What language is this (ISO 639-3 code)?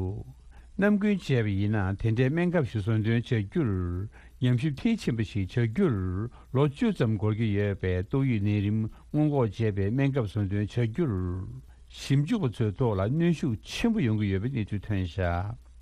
bod